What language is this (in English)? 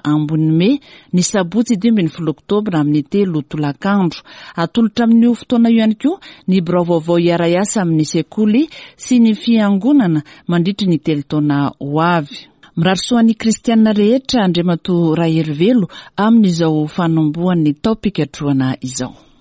Malagasy